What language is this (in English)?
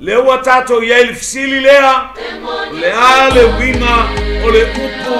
Samoan